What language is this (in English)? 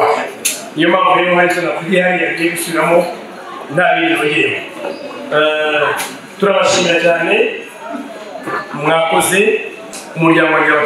Kinyarwanda